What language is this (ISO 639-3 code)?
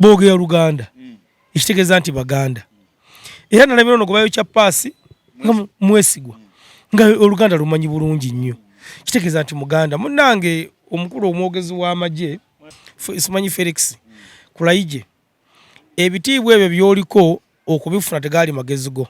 lug